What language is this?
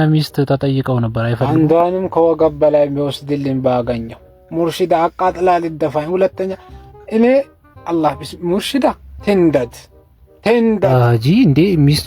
Amharic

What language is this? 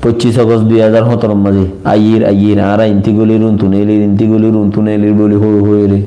Rohingya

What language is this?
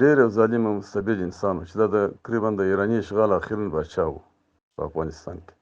Pashto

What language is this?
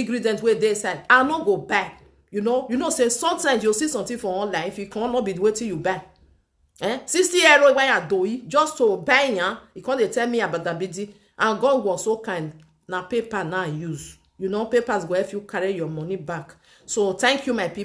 Nigerian Pidgin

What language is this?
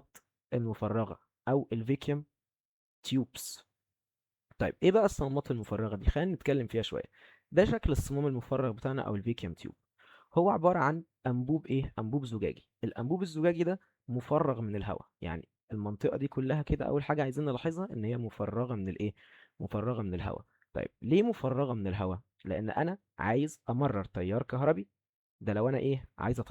Egyptian Arabic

